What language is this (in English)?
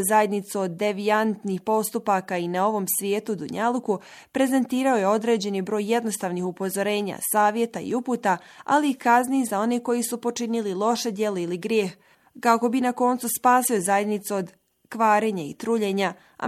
Bosnian